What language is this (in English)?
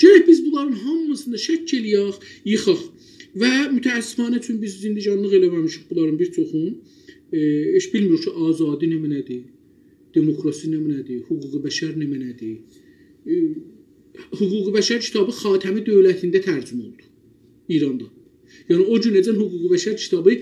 South Azerbaijani